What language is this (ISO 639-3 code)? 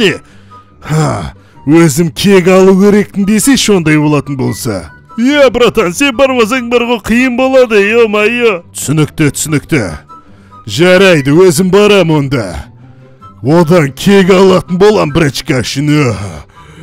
kaz